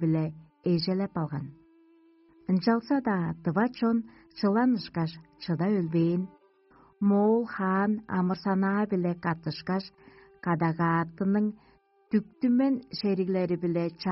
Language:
Tuvinian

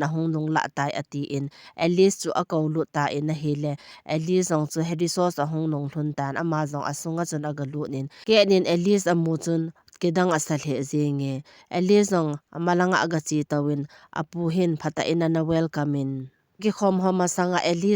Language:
Thado Chin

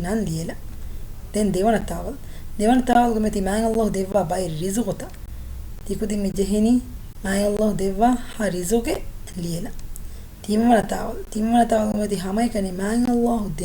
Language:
Divehi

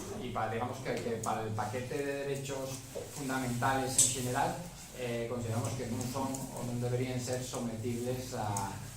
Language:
Asturian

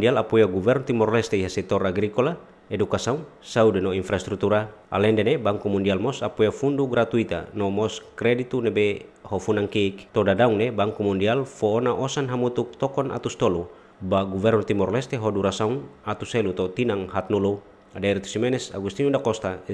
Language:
Tetum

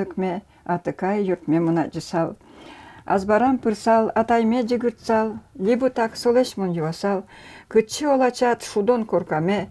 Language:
Udmurt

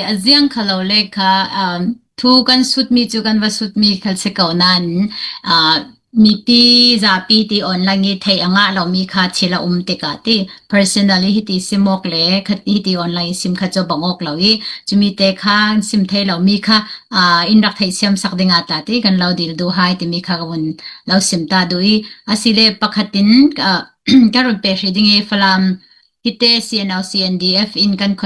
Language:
Falam Chin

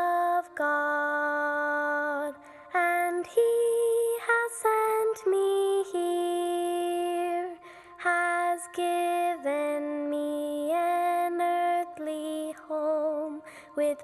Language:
Tahitian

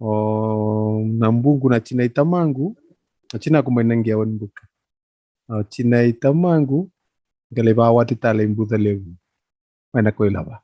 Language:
Fijian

